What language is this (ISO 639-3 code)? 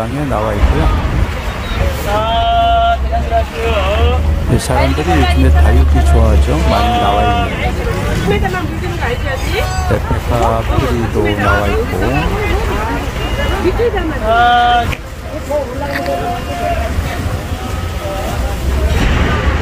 kor